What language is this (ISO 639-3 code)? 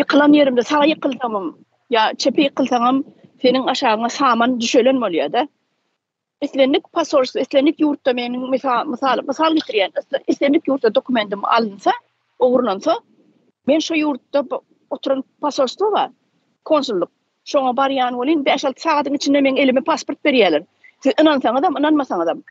tuk